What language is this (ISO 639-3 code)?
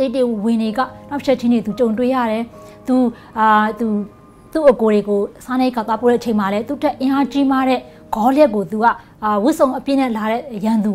mya